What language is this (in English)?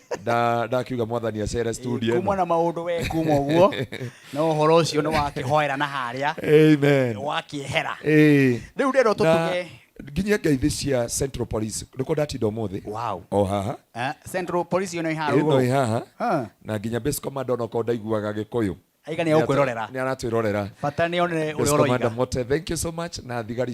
Kikuyu